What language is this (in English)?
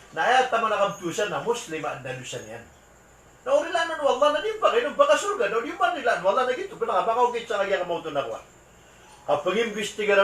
Maranao